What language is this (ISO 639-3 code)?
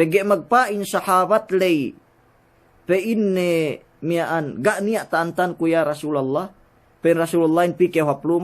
yka